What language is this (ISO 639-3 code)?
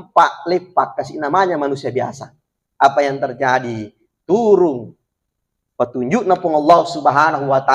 bug